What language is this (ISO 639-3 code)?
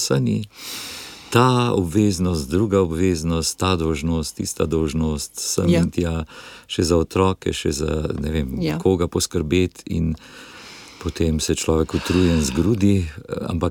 slv